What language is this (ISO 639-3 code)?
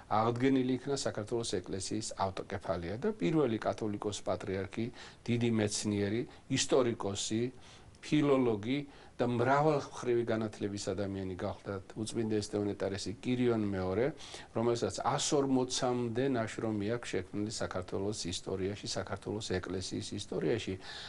kat